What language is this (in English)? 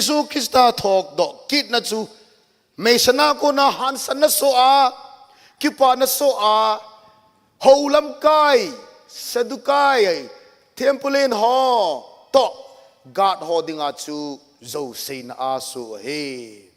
Thado Chin